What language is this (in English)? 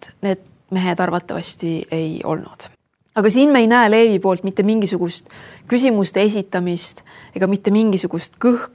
Estonian